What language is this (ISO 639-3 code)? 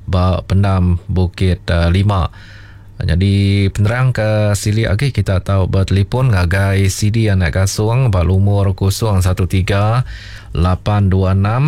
iba